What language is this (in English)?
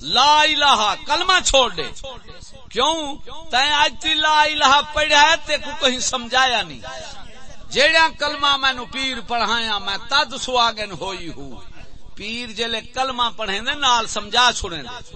Saraiki